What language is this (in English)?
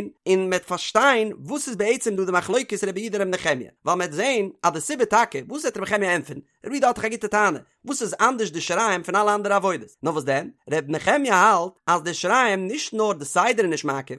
Yiddish